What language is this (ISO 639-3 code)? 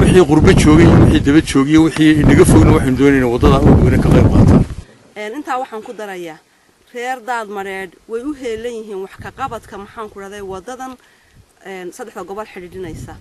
som